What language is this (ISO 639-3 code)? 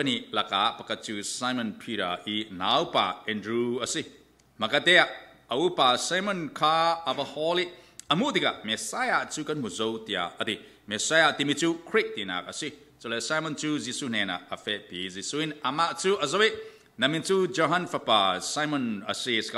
cfm